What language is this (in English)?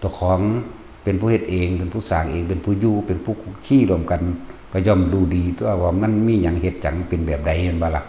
Northeastern Thai